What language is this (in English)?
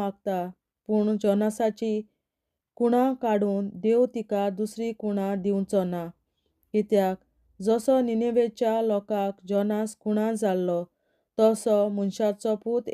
Konkani